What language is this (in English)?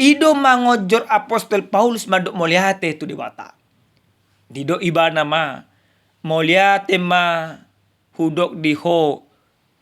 Batak Toba